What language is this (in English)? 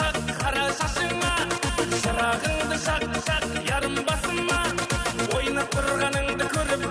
Kara-Kalpak